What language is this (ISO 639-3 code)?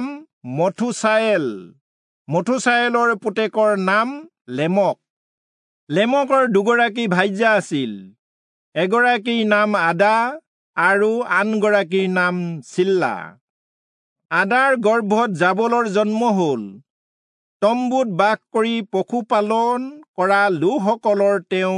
asm